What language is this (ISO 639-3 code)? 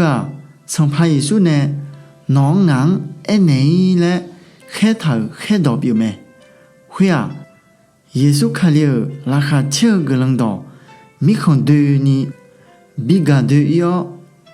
ahk